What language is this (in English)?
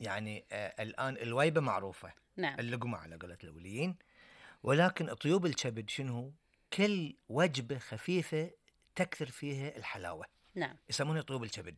Gulf Arabic